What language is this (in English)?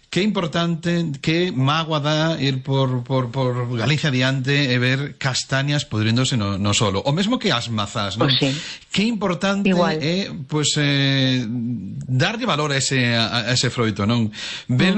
Galician